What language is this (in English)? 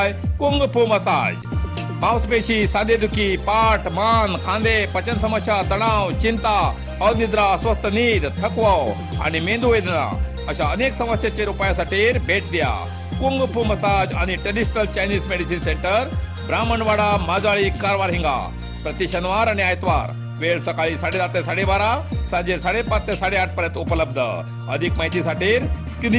Konkani